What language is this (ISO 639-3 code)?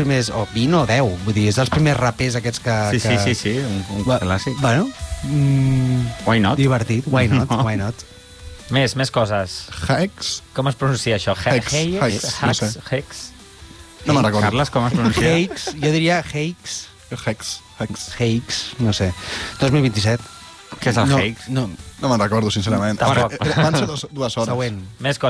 cat